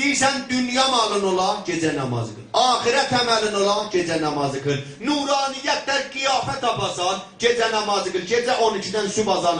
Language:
South Azerbaijani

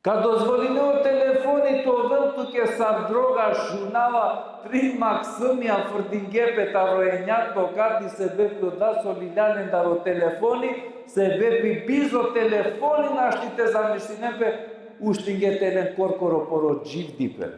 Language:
Balkan Romani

